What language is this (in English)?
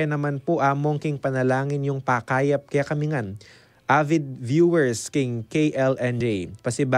Pampanga